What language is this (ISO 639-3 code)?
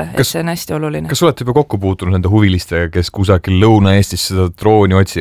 est